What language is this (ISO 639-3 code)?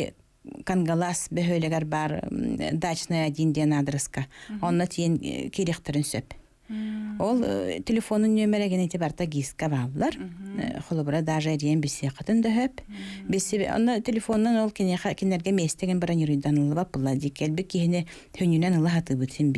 sah